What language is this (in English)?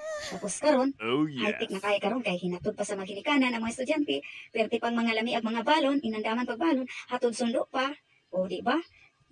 Cebuano